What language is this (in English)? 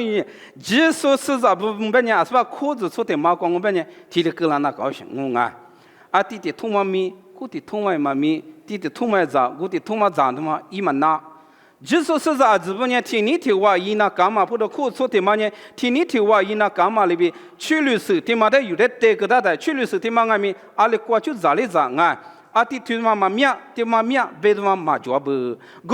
Lisu